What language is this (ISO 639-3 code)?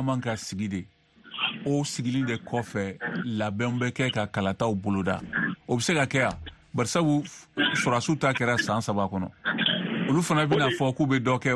bam